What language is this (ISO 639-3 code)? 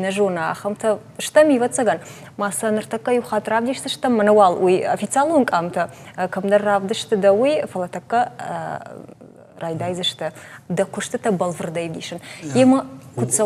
oss